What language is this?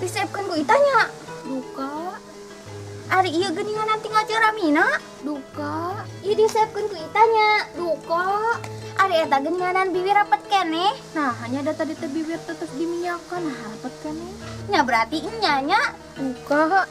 Sundanese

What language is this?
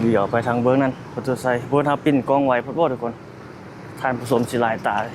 Lao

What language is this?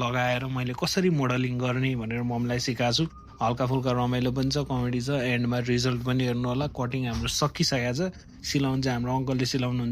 Nepali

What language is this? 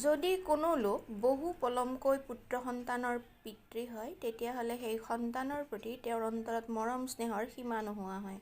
Assamese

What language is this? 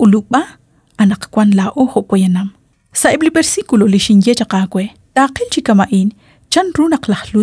Kekchí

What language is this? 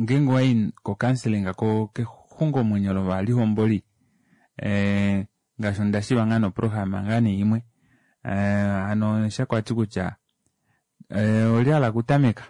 Kuanyama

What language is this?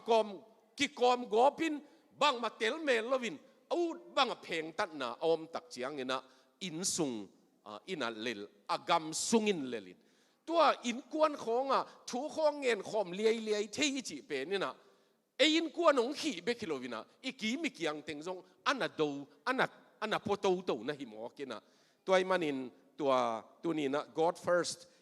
Tedim Chin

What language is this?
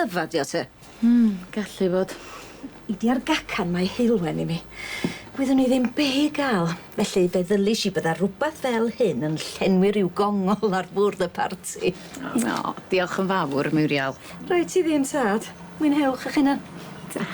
Welsh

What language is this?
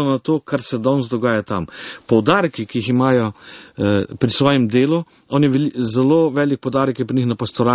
Slovenian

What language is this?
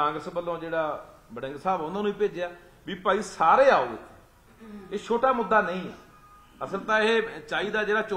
Punjabi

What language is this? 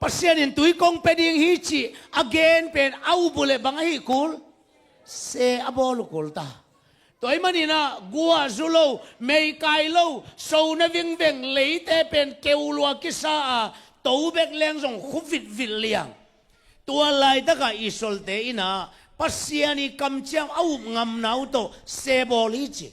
Tedim Chin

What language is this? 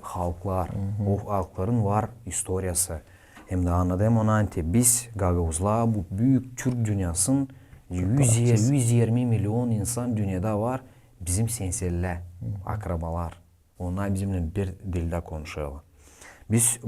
Gagauz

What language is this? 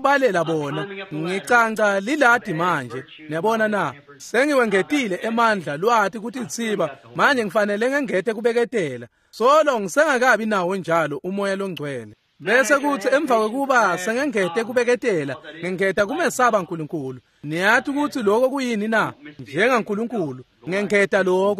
Swati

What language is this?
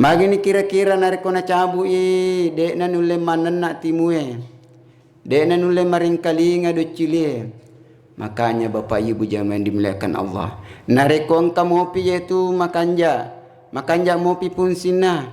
Buginese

